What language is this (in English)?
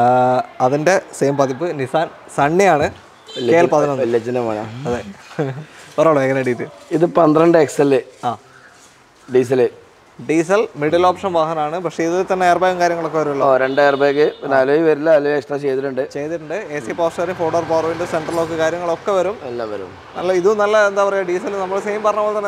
Malayalam